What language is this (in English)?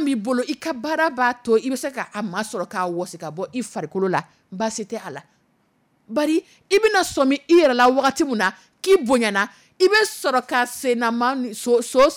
Dyula